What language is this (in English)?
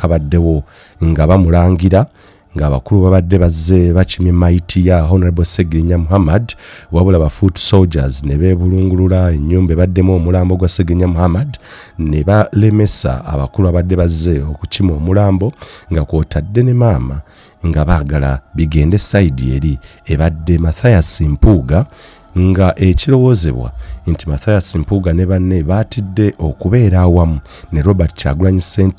Ganda